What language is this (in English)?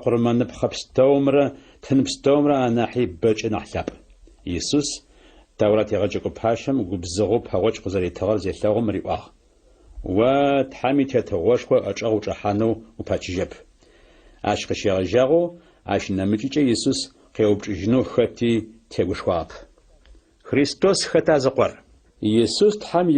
Adyghe